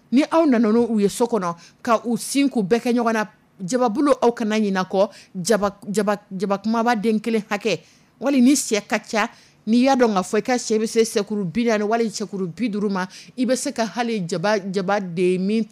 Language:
Dyula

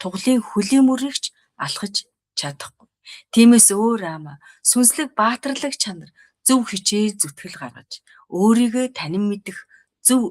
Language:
Mongolian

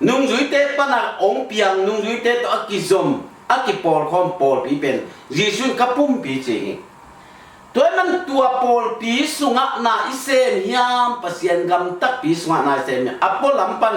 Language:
Tedim Chin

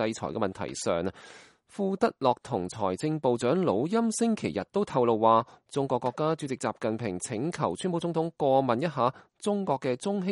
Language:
Cantonese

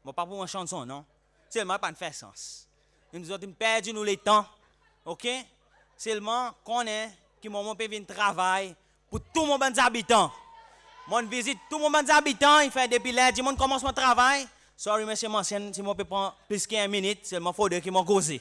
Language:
Seselwa Creole French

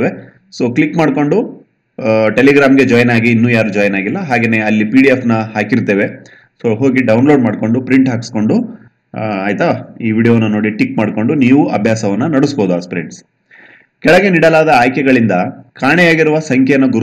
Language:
Kannada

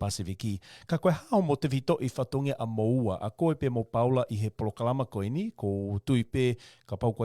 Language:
Tongan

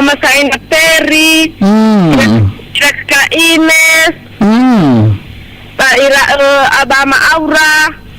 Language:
Nias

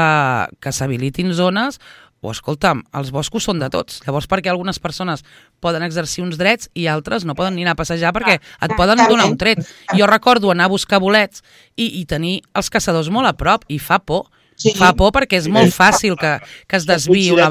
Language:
Catalan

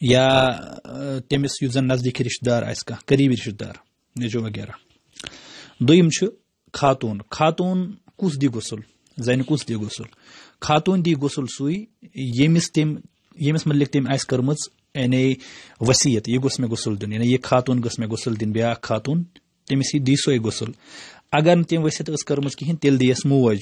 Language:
Kashmiri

